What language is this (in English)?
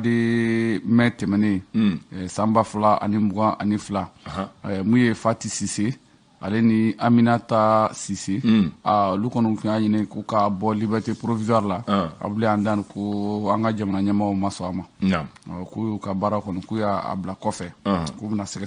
Bambara